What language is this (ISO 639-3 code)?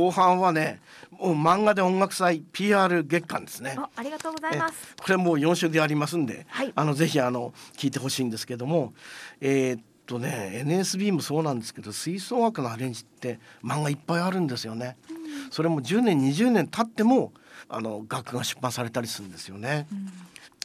jpn